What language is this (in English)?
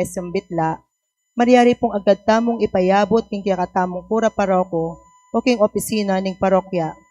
Pampanga